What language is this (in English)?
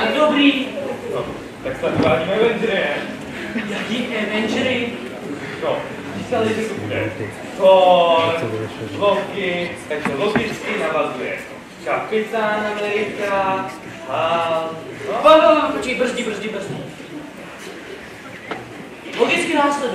Czech